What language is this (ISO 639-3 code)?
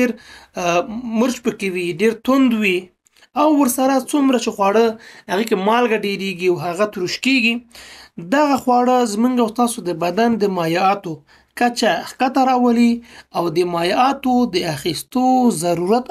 pus